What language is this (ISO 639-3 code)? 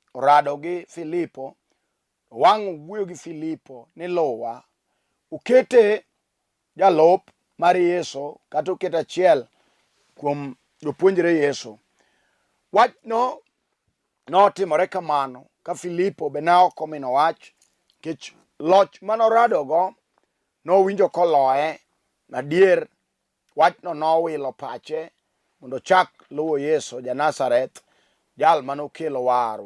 luo